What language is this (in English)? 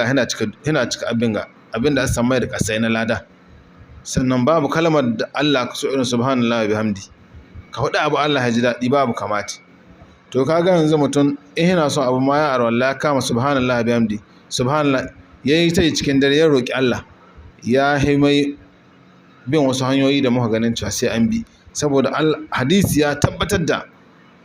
Hausa